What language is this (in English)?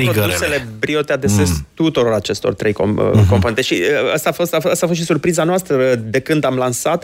Romanian